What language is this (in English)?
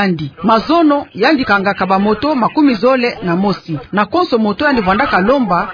Kituba (Democratic Republic of Congo)